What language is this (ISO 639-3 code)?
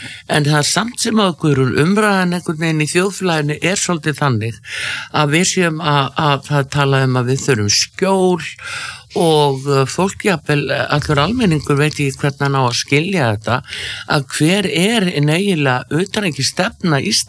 isl